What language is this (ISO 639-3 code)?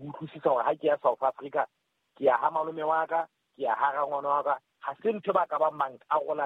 sot